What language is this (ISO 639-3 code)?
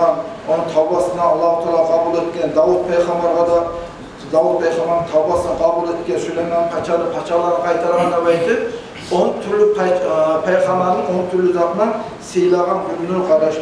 kum